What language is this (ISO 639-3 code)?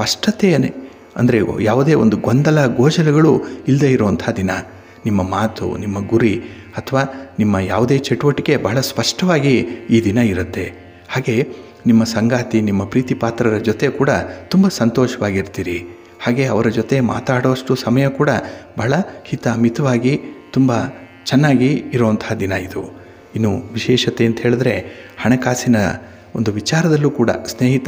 kan